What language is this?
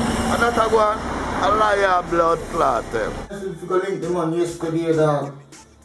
Jamaican Creole English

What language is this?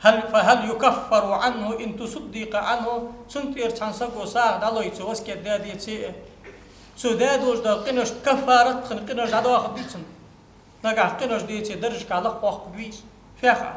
Ingush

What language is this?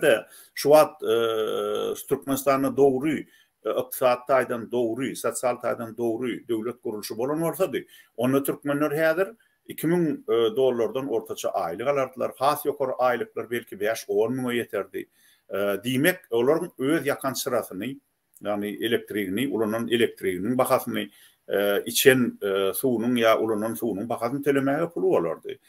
Turkmen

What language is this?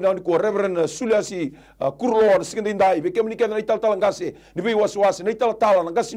Fijian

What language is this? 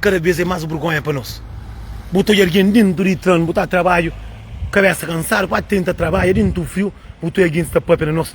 Kabuverdianu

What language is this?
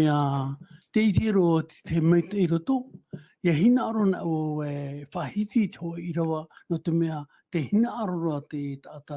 Tahitian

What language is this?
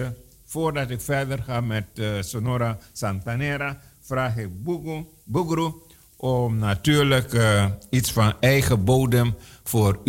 Dutch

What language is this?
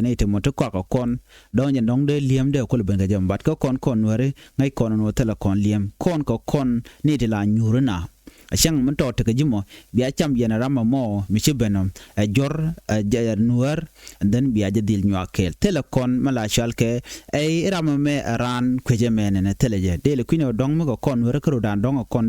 Nuer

